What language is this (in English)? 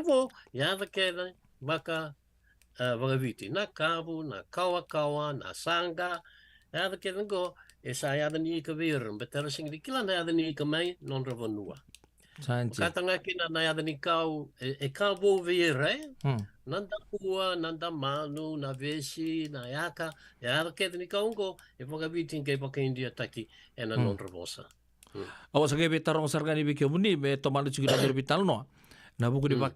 Fijian